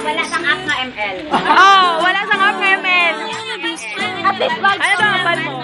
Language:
Hiligaynon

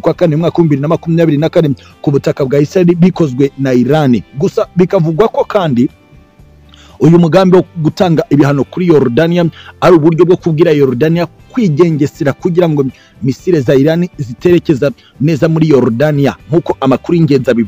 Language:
Kinyarwanda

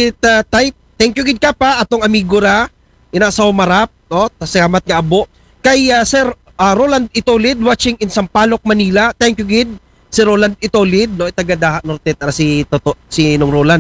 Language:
Aklanon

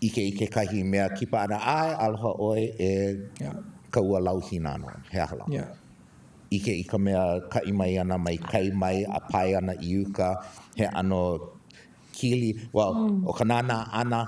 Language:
Hawaiian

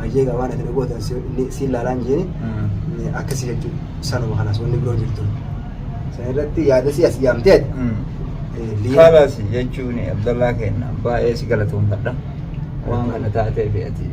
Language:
Oromo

